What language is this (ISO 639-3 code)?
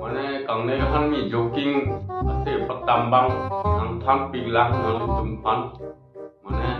mjw